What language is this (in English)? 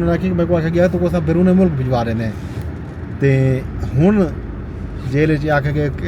Saraiki